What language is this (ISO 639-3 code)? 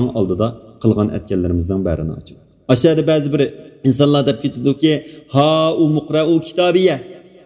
uig